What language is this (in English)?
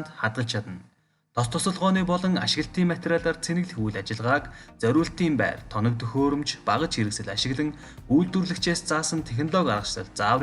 Mongolian